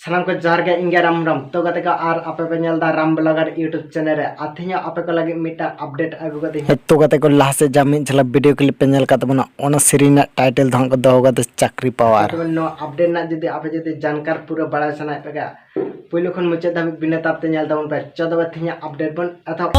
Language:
Santali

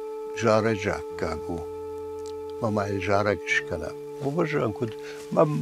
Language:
Ossetic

